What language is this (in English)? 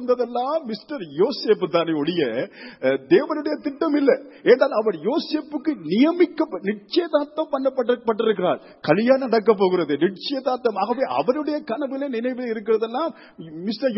Tamil